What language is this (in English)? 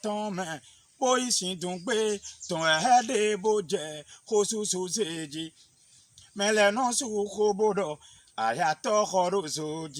Fon